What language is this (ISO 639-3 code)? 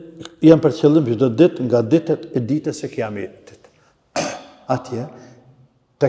sqi